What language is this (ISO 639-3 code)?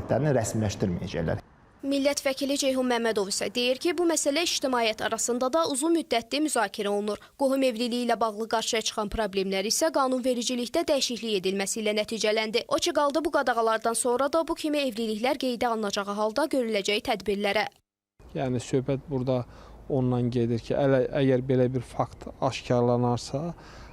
aze